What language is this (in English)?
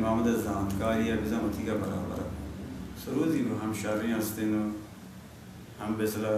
Baluchi